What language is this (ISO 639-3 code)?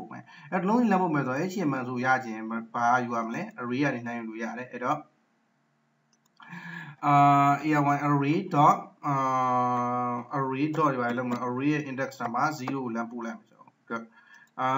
mya